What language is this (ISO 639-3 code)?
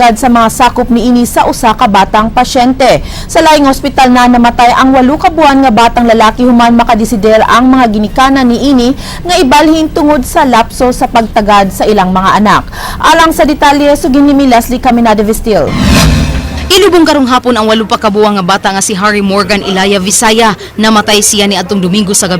ceb